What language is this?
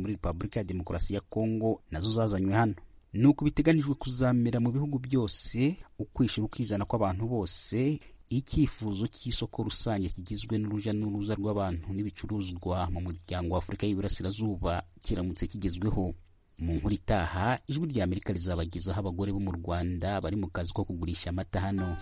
Kinyarwanda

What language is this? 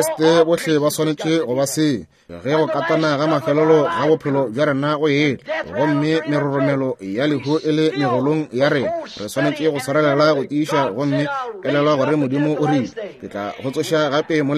Northern Sotho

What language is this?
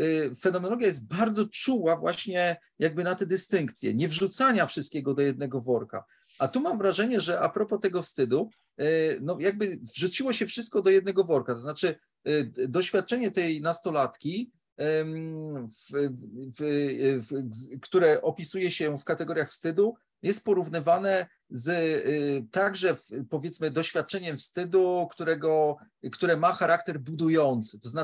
Polish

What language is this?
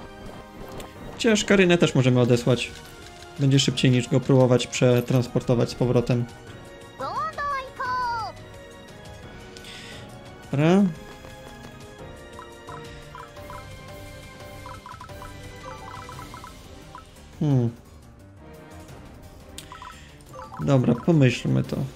Polish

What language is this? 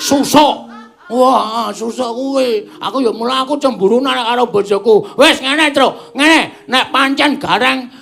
Javanese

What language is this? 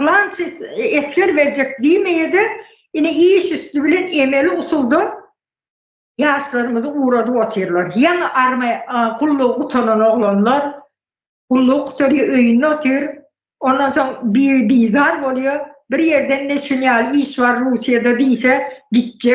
Turkmen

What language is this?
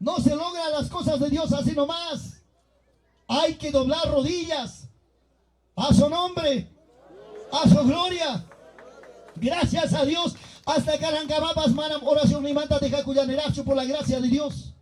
Ayacucho Quechua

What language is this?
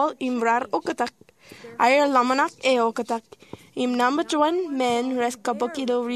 Marshallese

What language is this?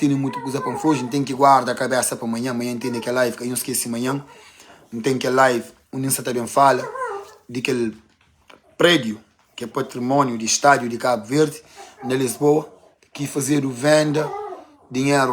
Kabuverdianu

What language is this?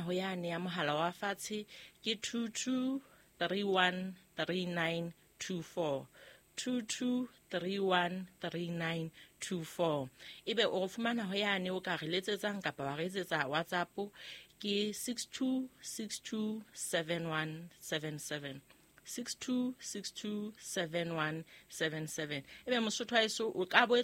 Southern Sotho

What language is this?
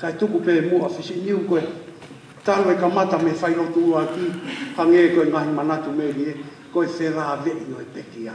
Tongan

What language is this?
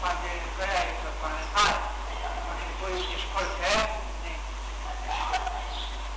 Gujarati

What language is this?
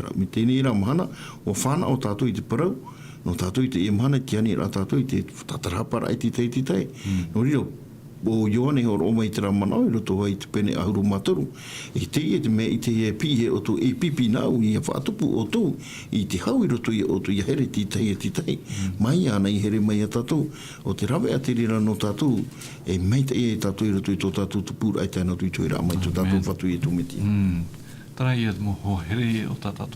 Tahitian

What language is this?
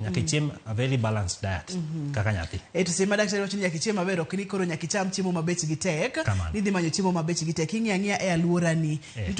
Luo (Kenya and Tanzania)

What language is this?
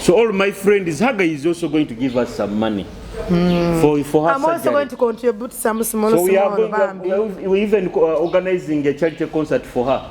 Nyoro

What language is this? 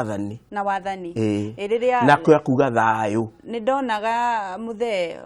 Kikuyu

